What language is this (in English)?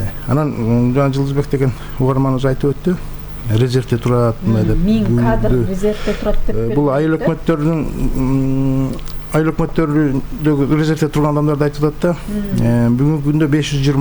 Kyrgyz